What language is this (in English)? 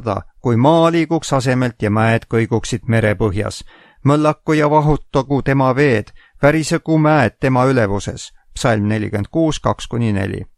Estonian